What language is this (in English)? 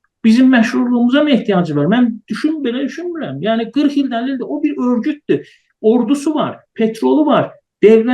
South Azerbaijani